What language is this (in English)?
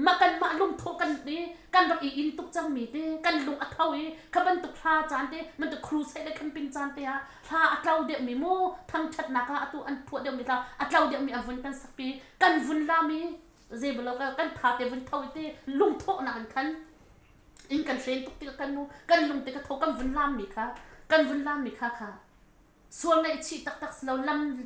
Hakha Chin